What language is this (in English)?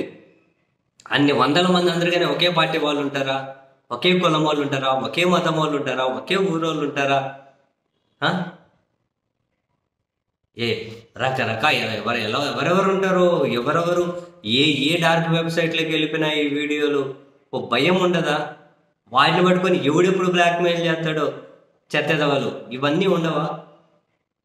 Telugu